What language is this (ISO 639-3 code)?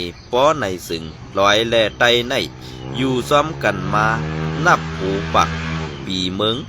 shn